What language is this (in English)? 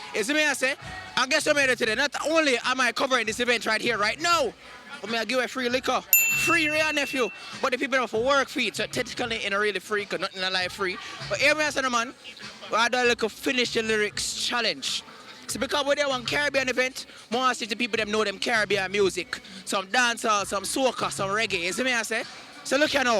Jamaican Creole English